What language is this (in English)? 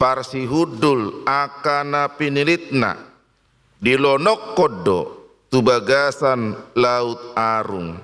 Batak Toba